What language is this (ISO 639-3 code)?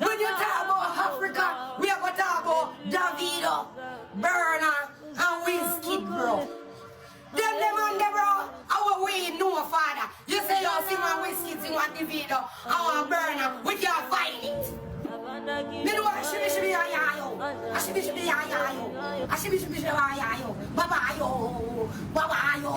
jam